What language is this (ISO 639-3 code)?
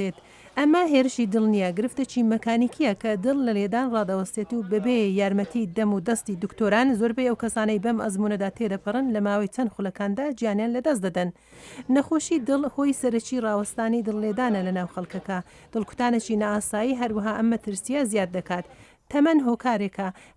ckb